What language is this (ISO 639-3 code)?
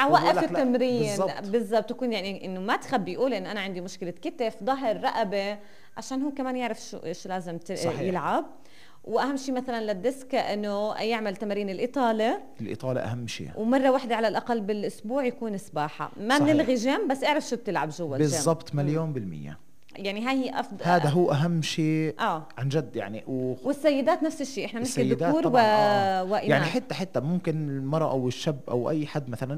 apc